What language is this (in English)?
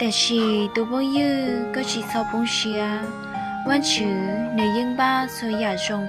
Hmong